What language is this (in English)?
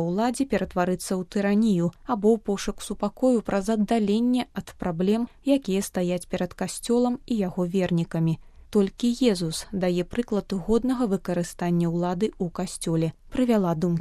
Belarusian